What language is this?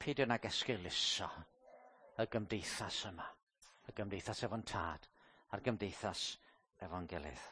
Welsh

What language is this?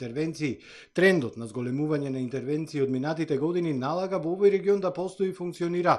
Macedonian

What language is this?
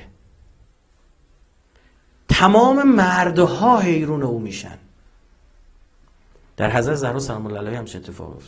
Persian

